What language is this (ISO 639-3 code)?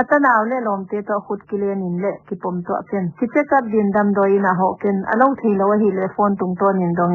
pck